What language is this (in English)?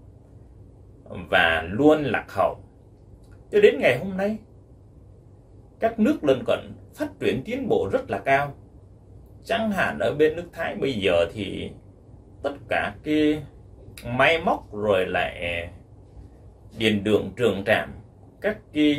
Vietnamese